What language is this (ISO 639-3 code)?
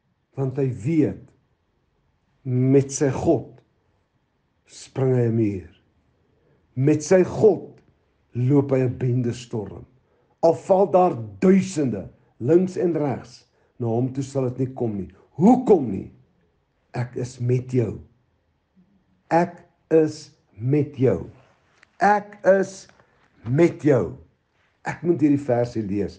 afr